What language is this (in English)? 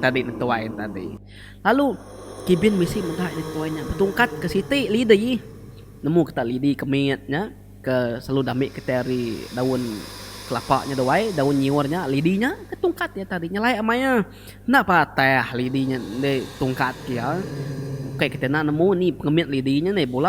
Iban